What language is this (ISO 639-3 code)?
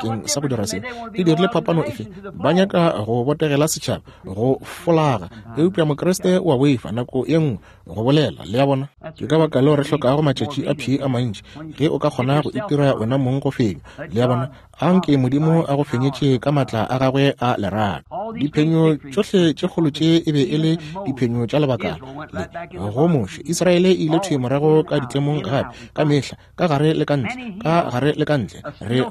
nso